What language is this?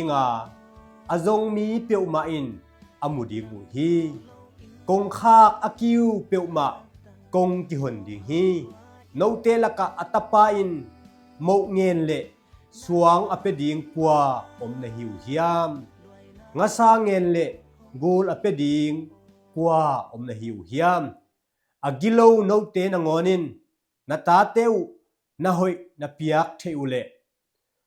Tedim Chin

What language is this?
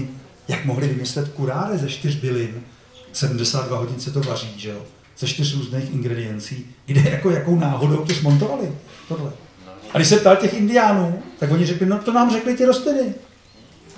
Czech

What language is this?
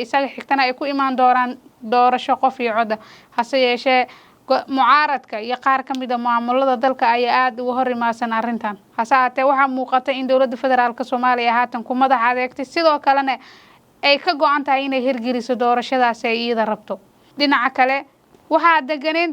Somali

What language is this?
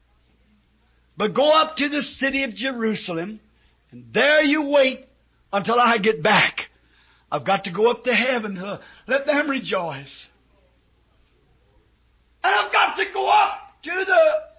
English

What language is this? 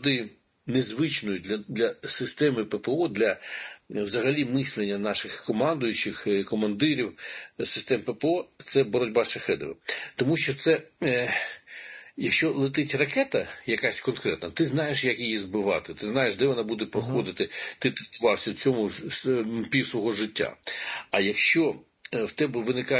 Ukrainian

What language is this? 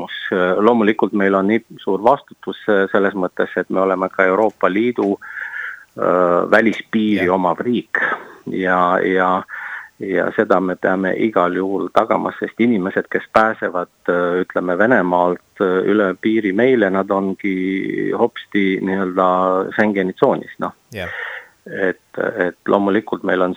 Estonian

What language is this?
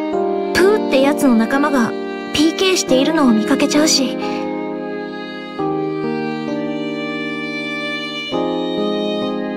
Japanese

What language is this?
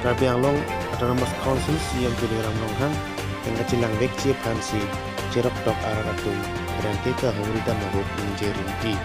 Karbi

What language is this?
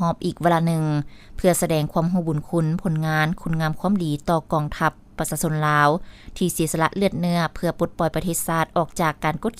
Lao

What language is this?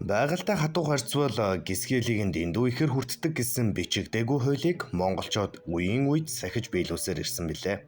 Mongolian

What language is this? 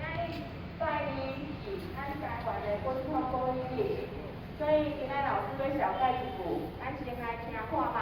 Min Nan Chinese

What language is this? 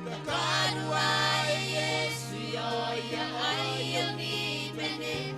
Gilbertese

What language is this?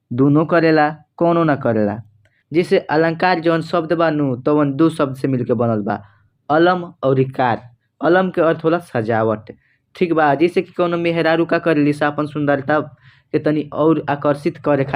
Bhojpuri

